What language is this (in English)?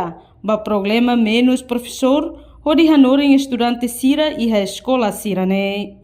Tetum